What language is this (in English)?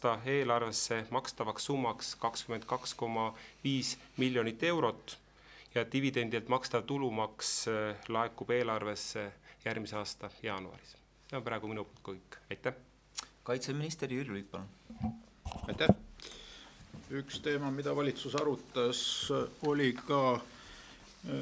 Estonian